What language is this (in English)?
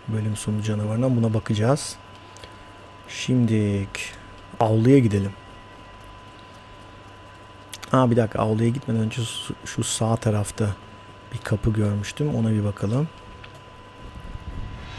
Turkish